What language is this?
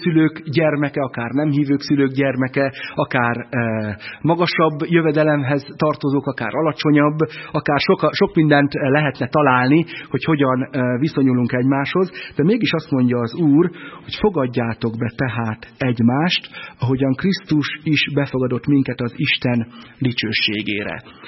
Hungarian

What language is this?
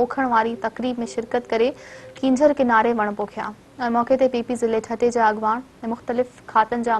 Sindhi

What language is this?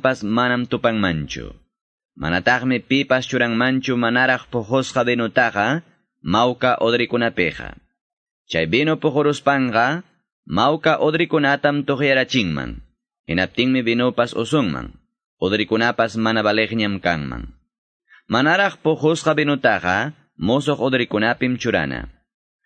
Quechua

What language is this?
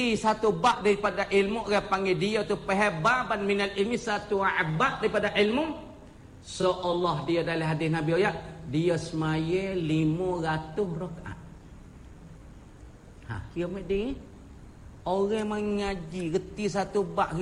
Malay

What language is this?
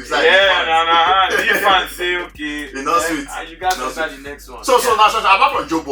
Nigerian Pidgin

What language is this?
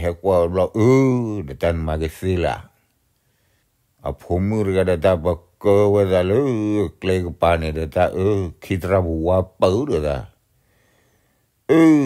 S'gaw Karen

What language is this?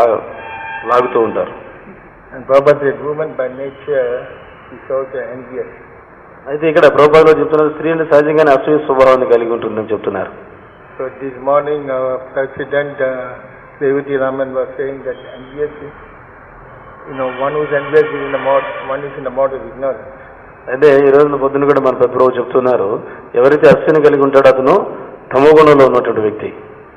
Telugu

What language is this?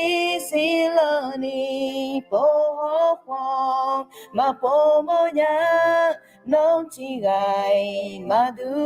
Akha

